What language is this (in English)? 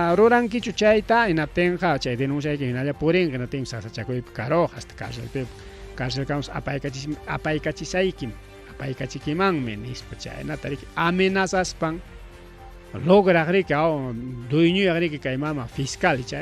Ayacucho Quechua